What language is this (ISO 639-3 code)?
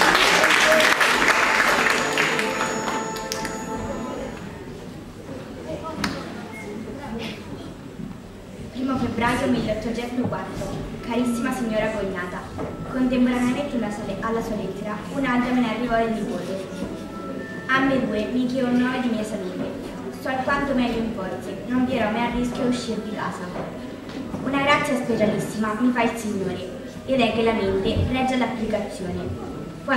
ita